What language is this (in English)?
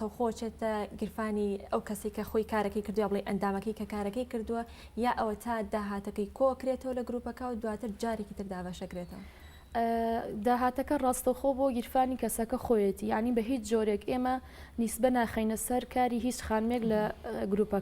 Central Kurdish